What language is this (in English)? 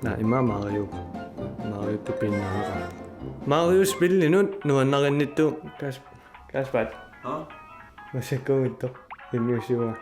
Kalaallisut